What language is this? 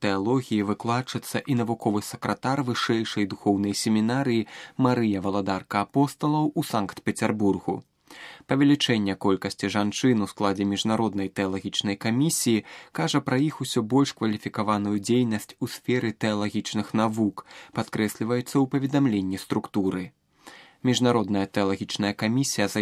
Belarusian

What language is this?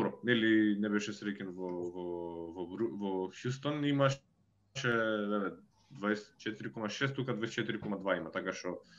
Macedonian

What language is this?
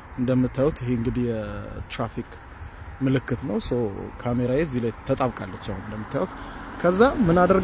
Amharic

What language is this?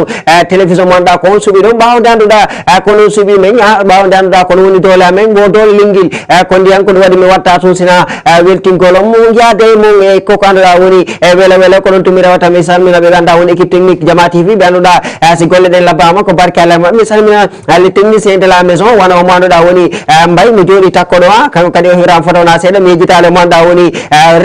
Fula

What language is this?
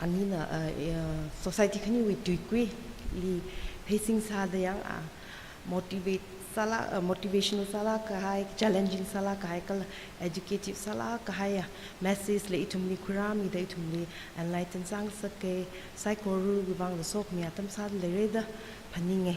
Tangkhul Naga (India)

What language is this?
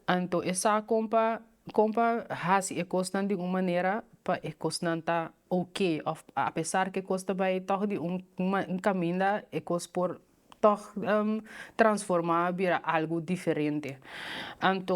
Papiamento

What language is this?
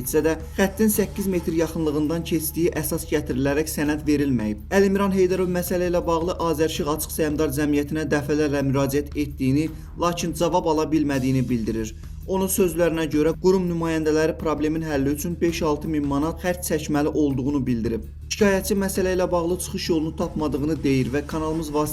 Azerbaijani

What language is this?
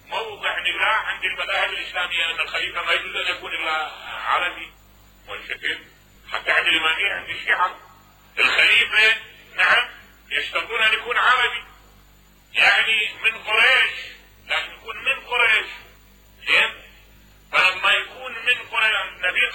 Mesopotamian Arabic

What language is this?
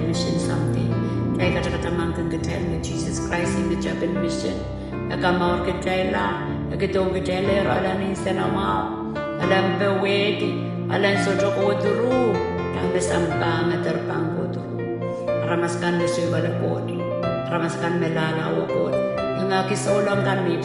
Pohnpeian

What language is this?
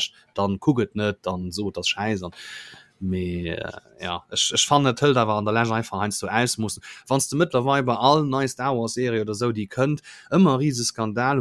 Luxembourgish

